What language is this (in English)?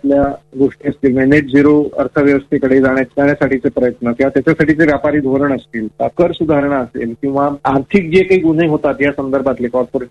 Marathi